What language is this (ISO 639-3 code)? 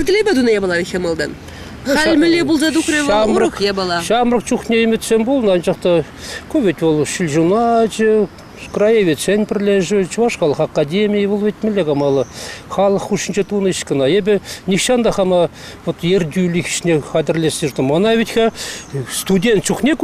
chv